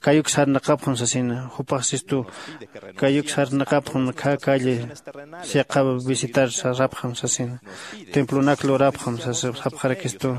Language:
Aymara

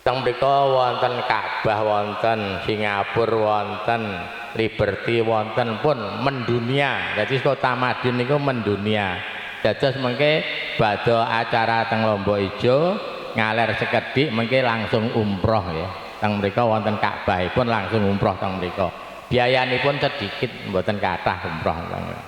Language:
Javanese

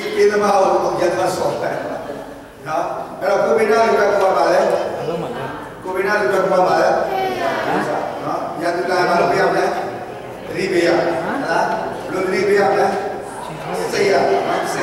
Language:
Burmese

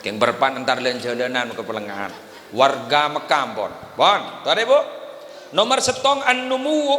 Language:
Madurese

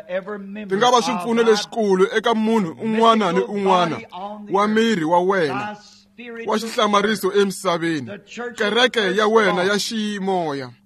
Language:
Tsonga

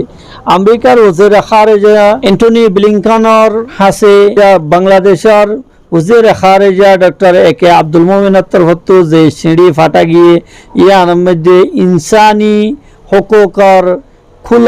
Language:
Rohingya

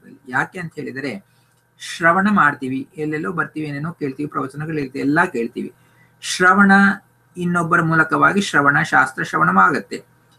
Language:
Kannada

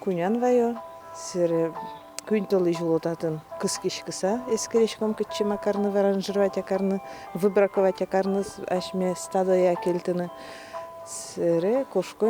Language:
Udmurt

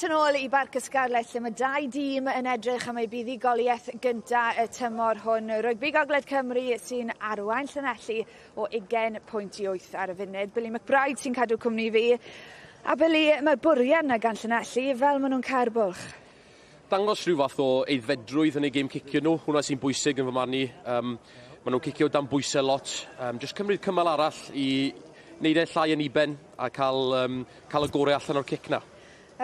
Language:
Welsh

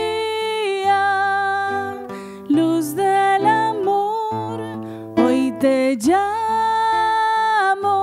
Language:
Spanish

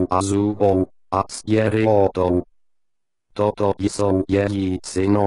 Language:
Czech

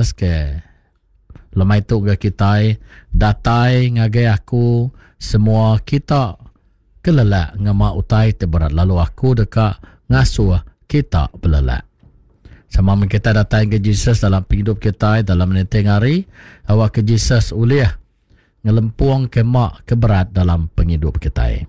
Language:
Iban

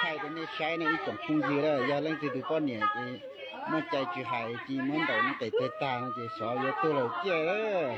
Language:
Hmong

